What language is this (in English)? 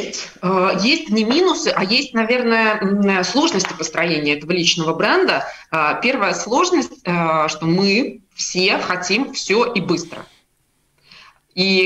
Russian